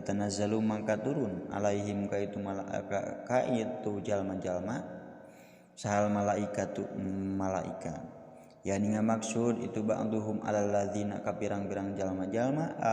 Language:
Sundanese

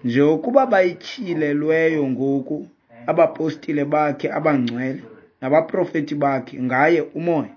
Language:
Xhosa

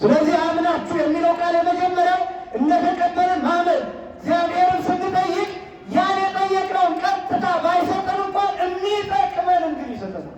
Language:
Amharic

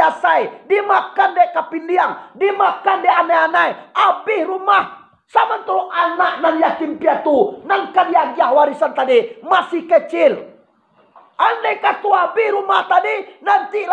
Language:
Minangkabau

